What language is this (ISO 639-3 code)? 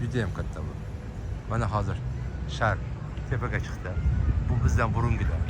uzb